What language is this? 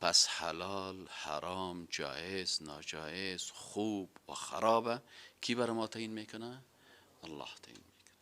Persian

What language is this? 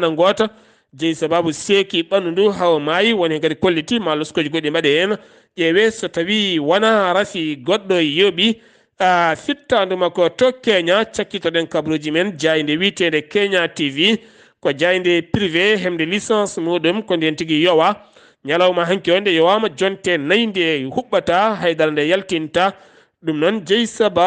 Fula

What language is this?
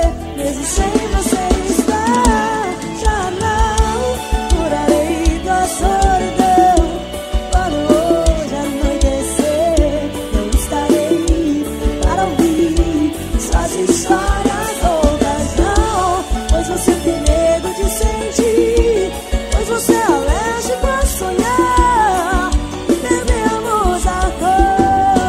Portuguese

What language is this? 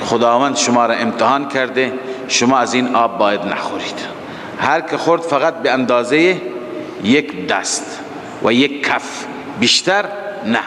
Persian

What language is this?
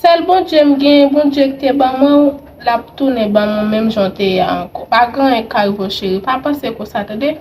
Haitian Creole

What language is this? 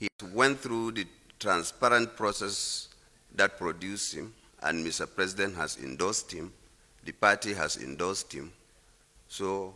Nigerian Pidgin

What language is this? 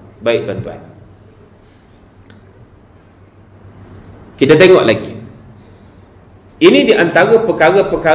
Malay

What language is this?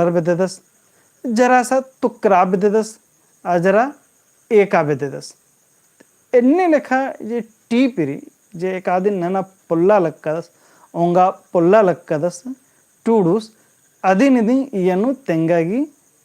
Kurukh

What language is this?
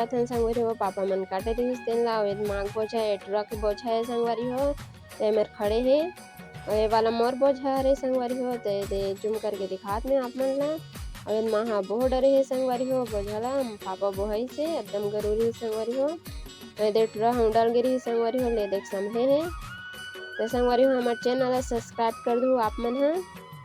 Chhattisgarhi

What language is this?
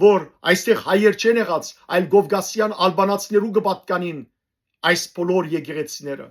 Western Armenian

